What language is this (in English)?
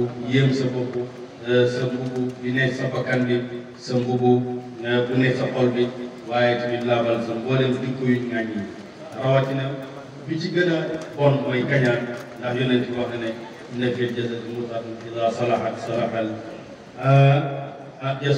Wolof